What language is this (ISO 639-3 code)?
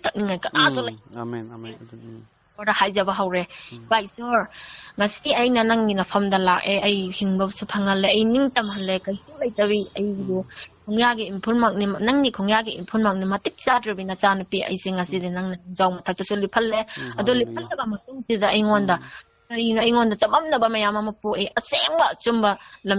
mni